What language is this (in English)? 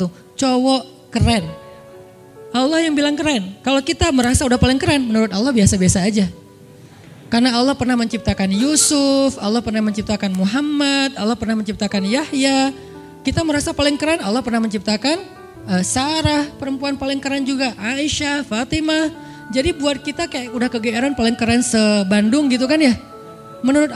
Indonesian